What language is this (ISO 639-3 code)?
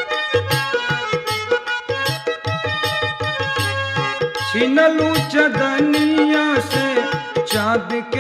bho